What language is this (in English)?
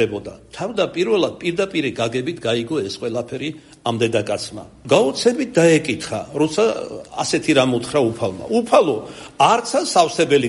Georgian